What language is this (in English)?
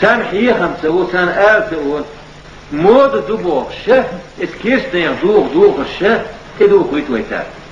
Chechen